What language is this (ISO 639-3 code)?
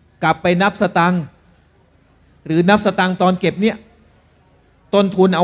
tha